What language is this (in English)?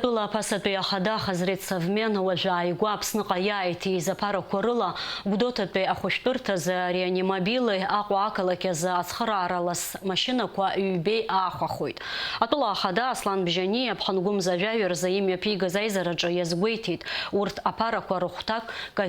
Abkhazian